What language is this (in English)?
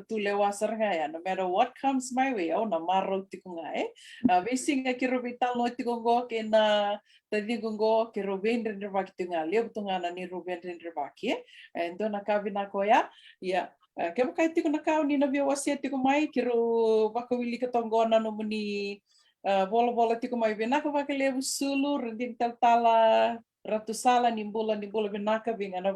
Fijian